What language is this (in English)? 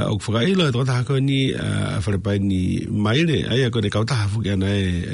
Tongan